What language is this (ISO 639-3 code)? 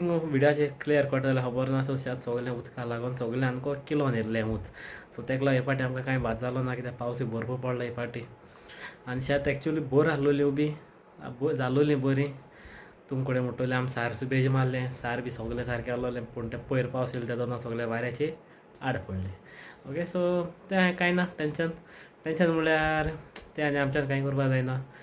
kok